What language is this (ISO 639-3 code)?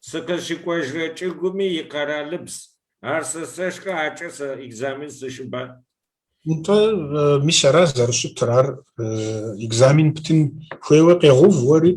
kbd